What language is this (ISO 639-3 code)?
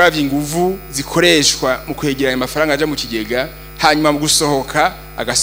run